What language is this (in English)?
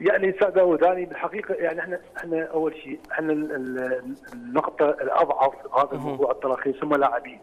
Mesopotamian Arabic